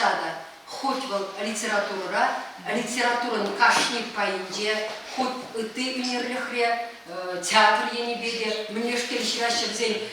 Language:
Chuvash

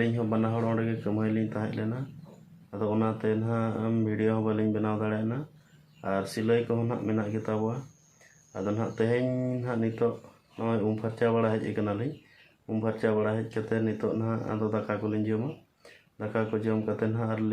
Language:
Santali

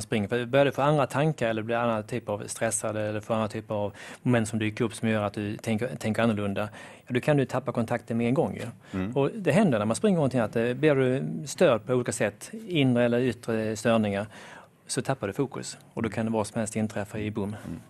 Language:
Swedish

